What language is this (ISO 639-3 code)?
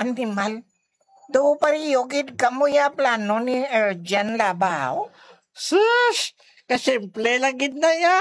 hil